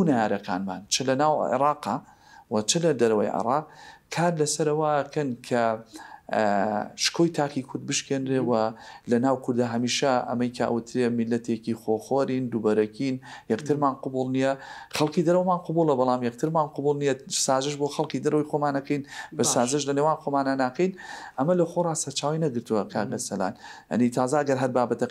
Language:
Central Kurdish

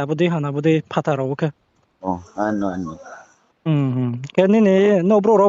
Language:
Riang (India)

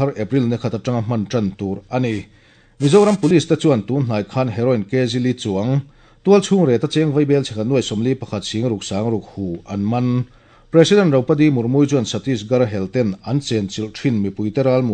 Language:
Mizo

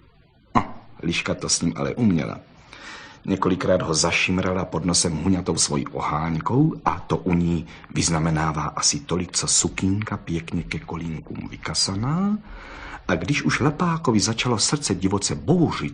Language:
Czech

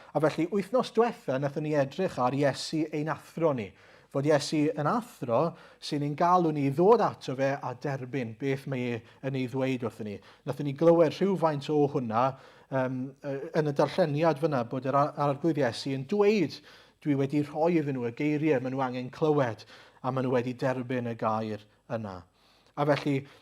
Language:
Welsh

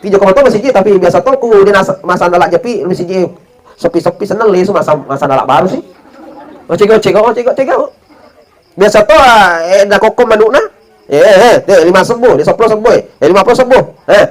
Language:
Buginese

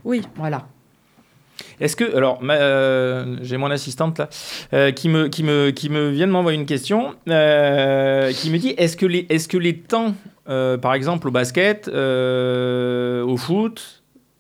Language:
French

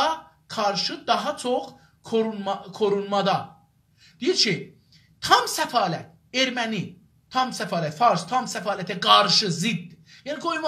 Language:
South Azerbaijani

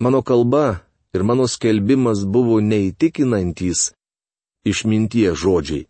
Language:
Lithuanian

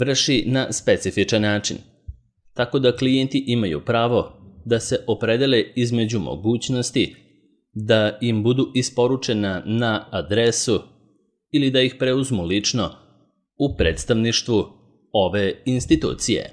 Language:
Serbian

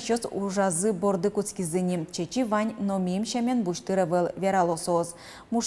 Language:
Udmurt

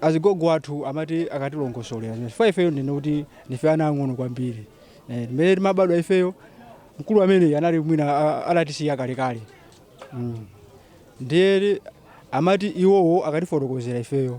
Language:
Nyanja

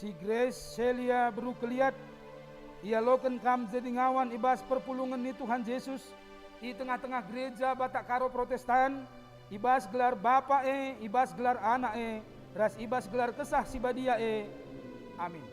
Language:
Batak Karo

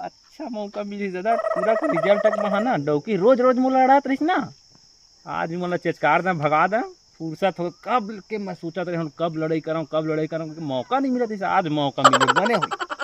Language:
Chhattisgarhi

